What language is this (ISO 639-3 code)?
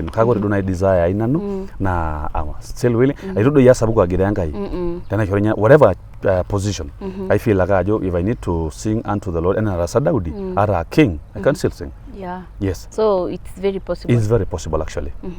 mas